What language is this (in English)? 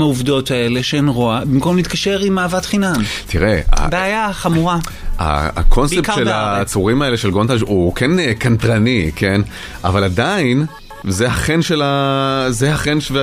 Hebrew